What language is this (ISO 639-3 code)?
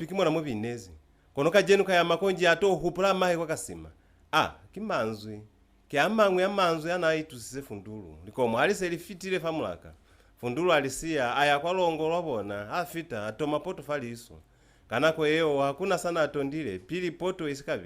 loz